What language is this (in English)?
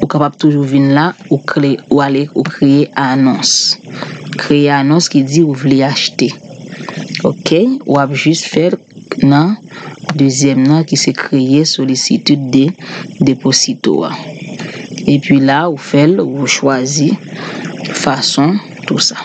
Haitian Creole